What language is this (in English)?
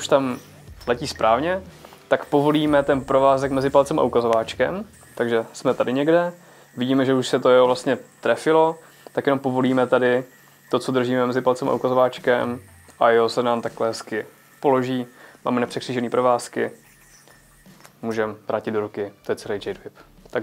Czech